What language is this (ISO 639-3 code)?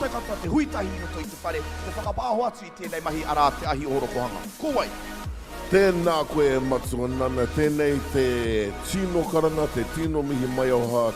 mri